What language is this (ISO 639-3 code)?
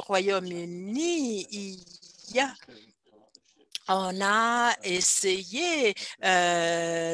fra